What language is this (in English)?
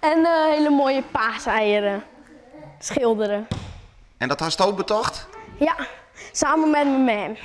Western Frisian